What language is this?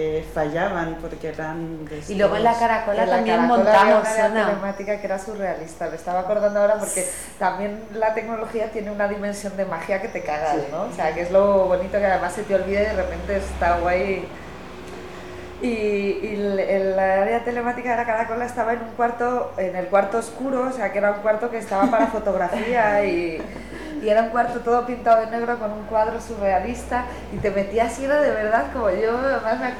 Spanish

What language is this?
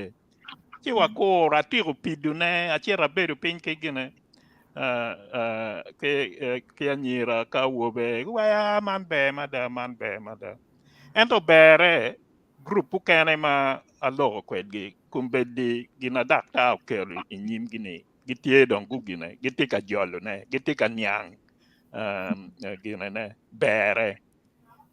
Acoli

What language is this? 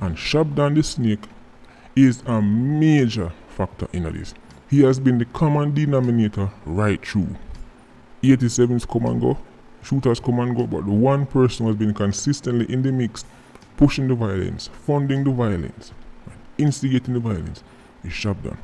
Jamaican Creole English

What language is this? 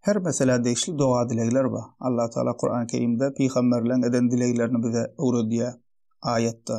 Turkmen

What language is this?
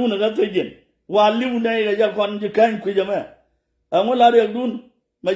Nuer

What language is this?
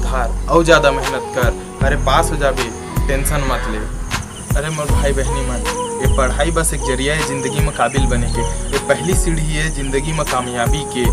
Chhattisgarhi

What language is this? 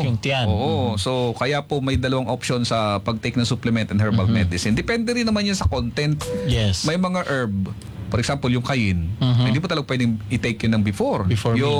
Filipino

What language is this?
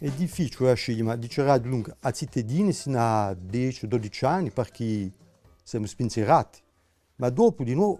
Corsican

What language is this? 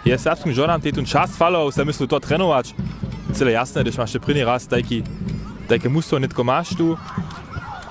Upper Sorbian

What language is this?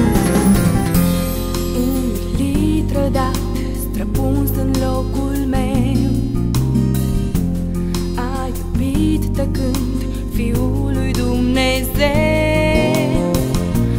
Romanian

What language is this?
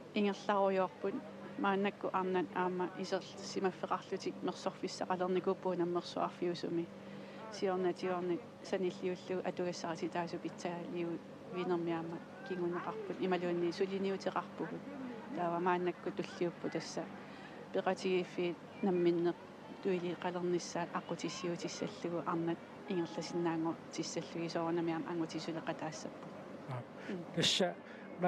Kalaallisut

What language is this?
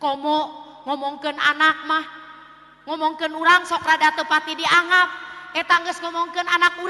Sundanese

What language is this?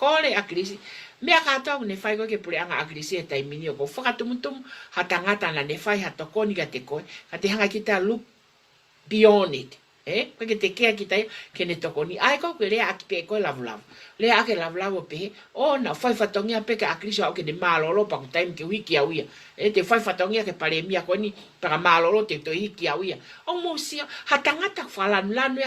Tongan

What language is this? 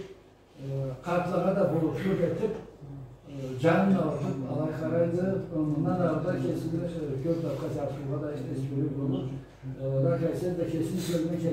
Karachay-Balkar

